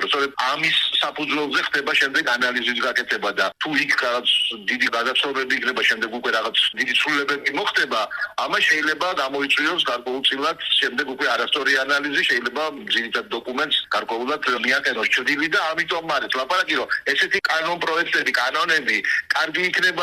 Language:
Georgian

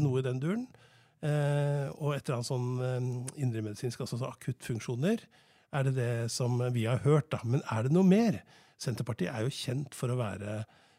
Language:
Norwegian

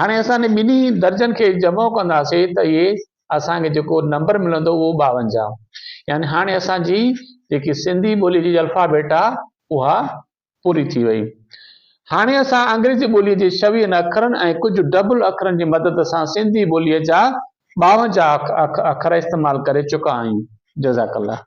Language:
Sindhi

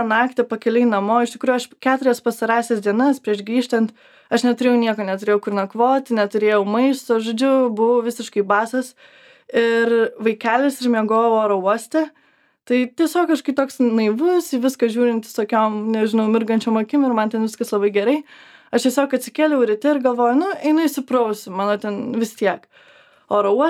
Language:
Lithuanian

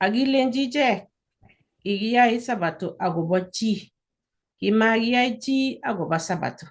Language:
Kalenjin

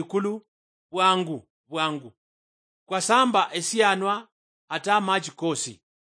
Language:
Luyia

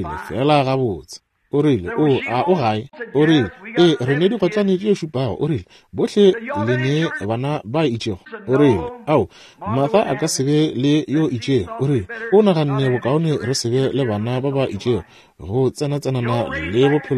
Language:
Northern Sotho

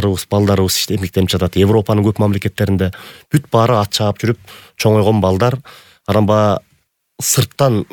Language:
Kyrgyz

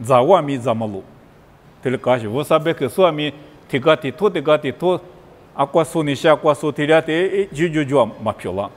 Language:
Lisu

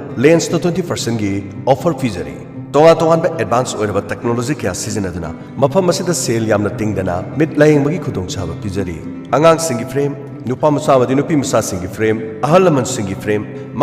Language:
Manipuri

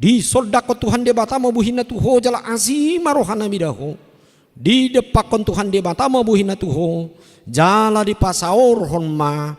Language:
Batak Toba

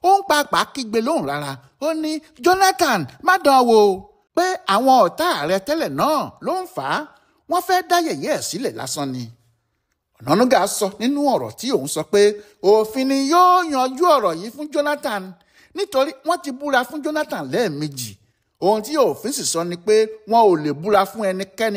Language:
Yoruba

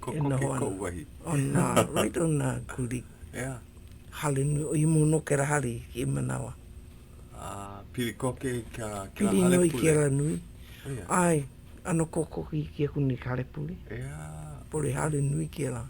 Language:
Hawaiian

